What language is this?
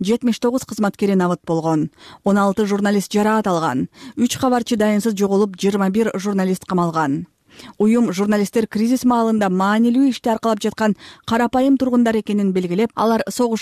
Kyrgyz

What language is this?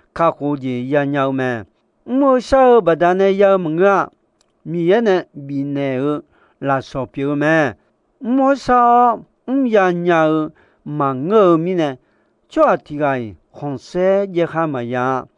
Akha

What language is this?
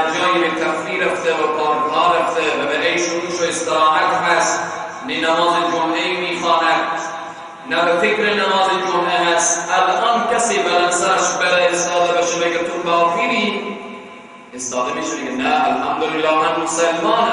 Persian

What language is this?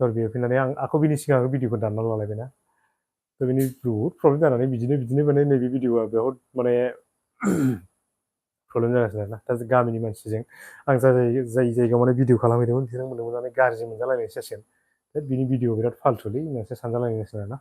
Bodo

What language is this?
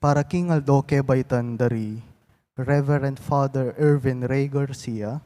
Pampanga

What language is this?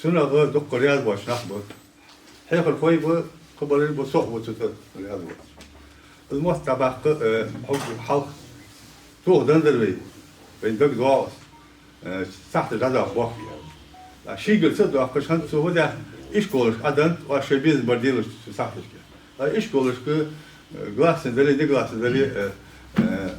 Ingush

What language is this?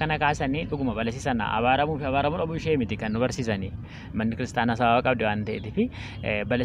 Oromo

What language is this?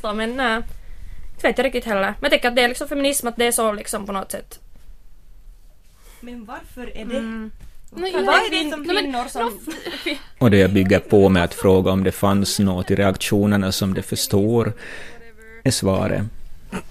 Swedish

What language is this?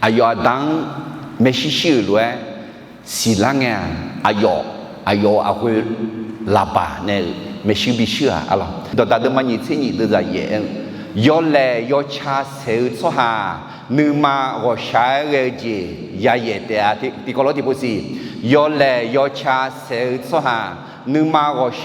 Akha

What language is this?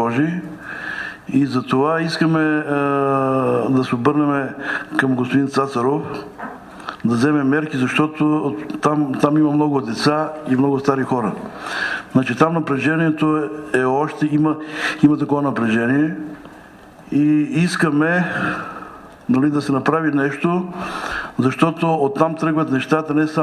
Bulgarian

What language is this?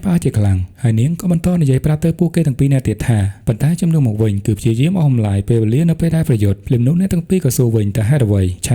Khmer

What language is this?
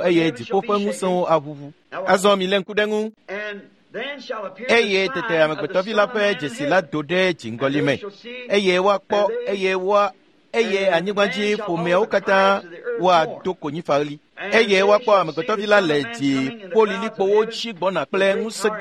Ewe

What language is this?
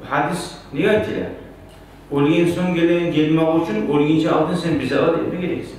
Kumyk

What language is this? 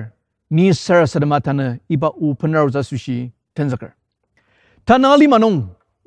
Ao Naga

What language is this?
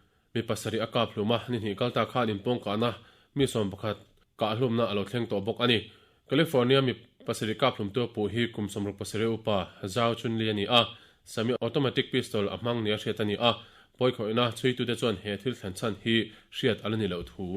Mizo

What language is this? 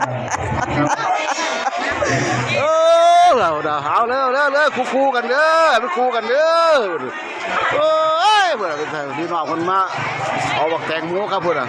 Lao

